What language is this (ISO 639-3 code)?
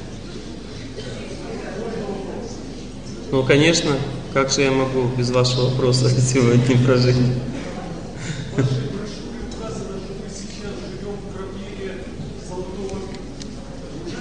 rus